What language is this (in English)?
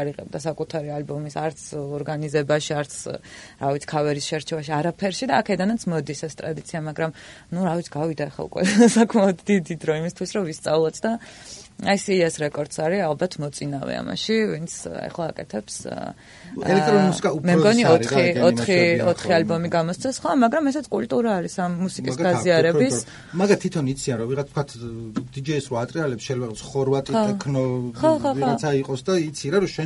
Georgian